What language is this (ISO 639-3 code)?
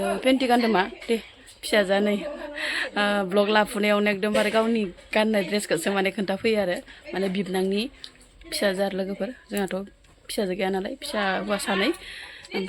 brx